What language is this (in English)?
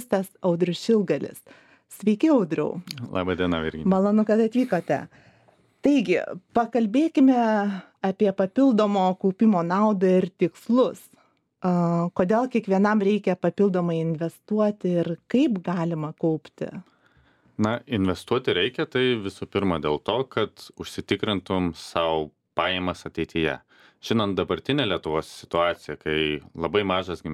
Lithuanian